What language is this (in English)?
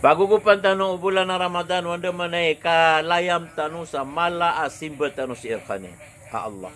Maranao